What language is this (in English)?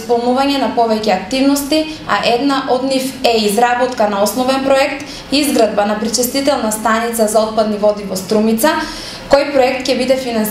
Macedonian